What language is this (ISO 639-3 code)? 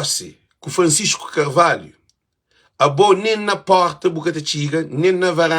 kea